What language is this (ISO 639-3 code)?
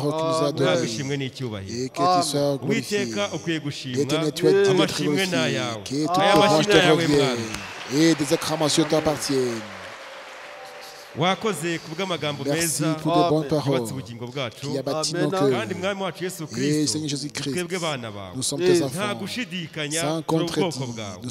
kin